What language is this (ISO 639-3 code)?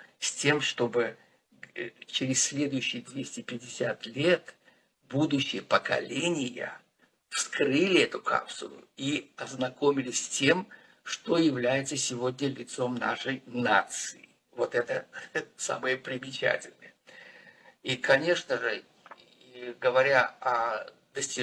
rus